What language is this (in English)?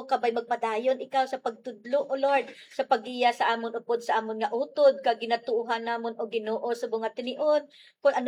Hiligaynon